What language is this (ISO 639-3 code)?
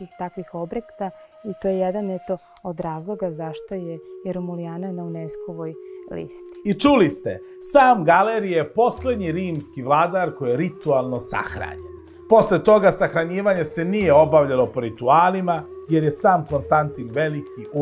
srp